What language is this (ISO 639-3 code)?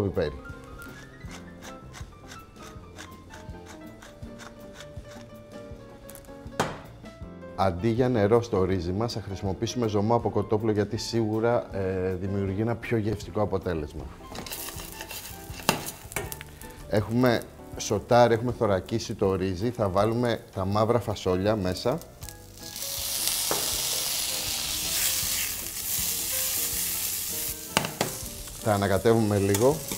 ell